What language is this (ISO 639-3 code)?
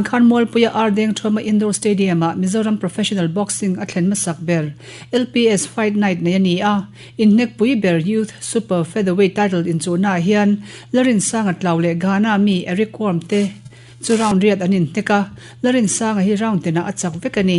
lus